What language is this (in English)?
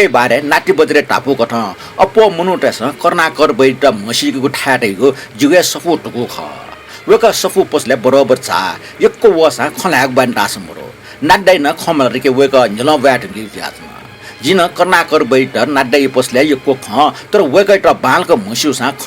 Newari